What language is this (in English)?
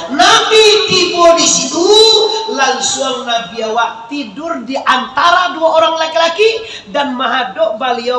Minangkabau